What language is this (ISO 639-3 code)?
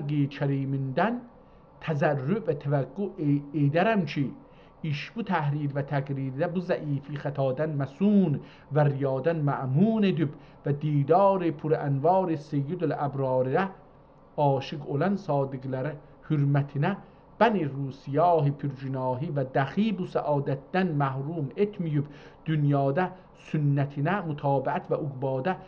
azb